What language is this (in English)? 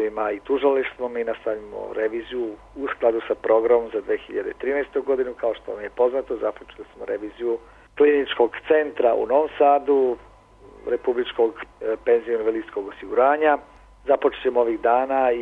Serbian